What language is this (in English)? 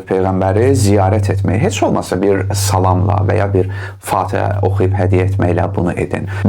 Azerbaijani